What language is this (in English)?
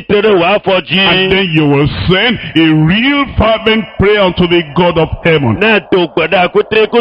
Ewe